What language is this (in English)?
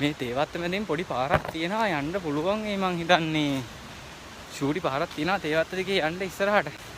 Sinhala